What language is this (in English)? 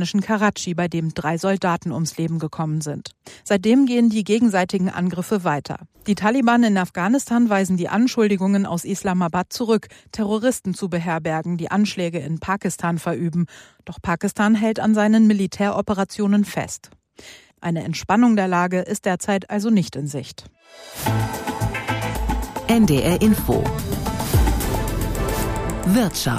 German